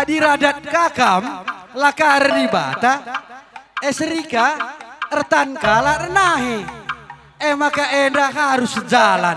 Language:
Batak Karo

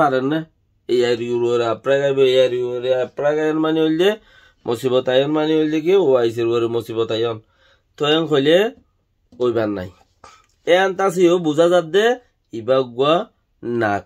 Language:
Rohingya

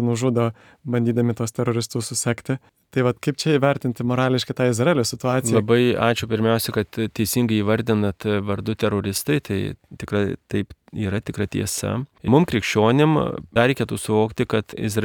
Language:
Lithuanian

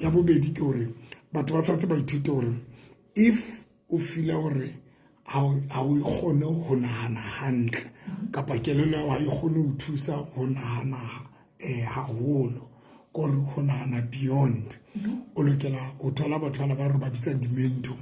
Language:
Southern Sotho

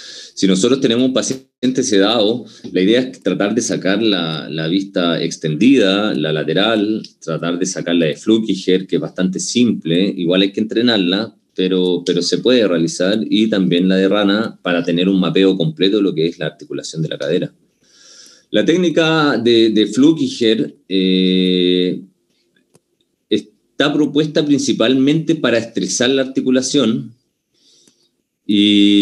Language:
Spanish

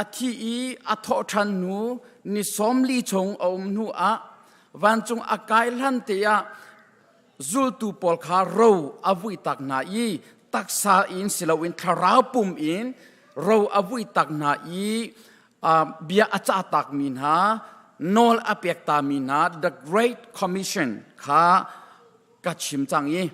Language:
Hakha Chin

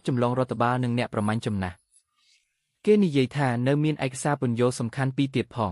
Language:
Khmer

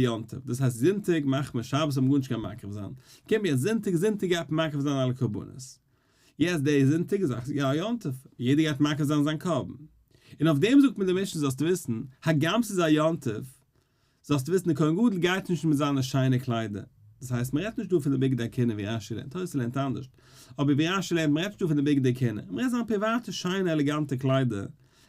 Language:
Yiddish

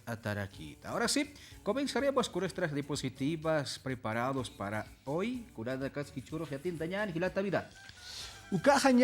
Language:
Aymara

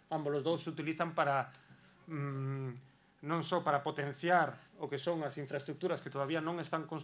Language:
Galician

